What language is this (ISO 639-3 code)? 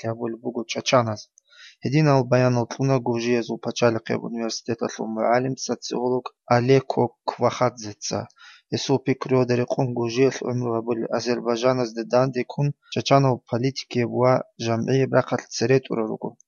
ava